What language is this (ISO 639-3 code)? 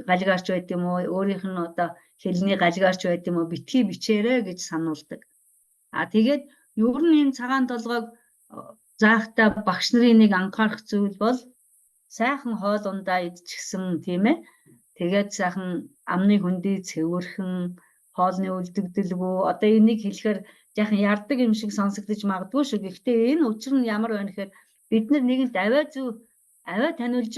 mon